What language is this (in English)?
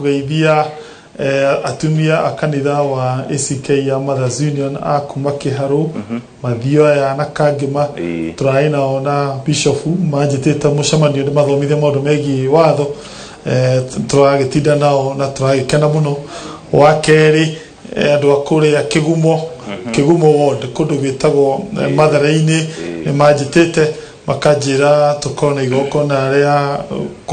Kikuyu